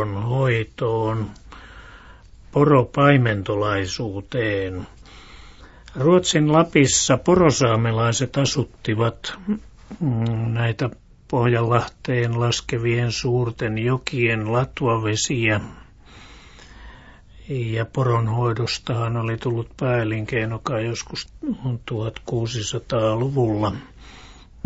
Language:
Finnish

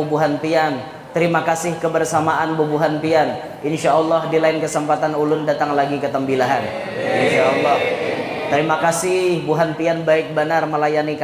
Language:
Banjar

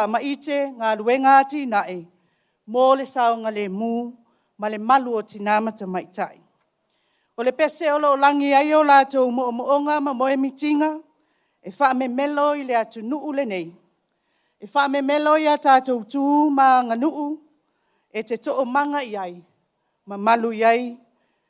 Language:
Samoan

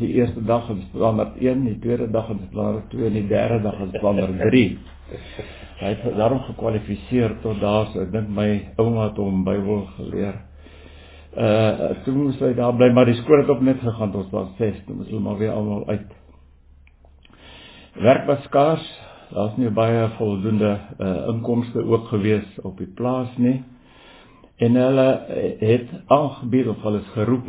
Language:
Afrikaans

